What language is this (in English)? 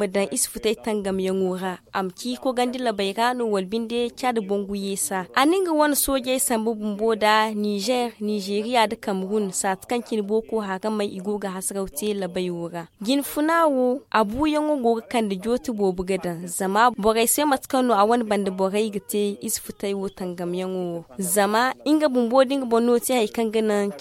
Zarma